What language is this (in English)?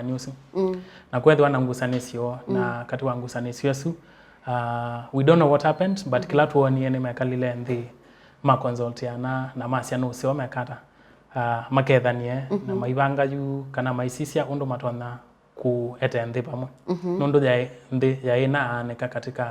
Kamba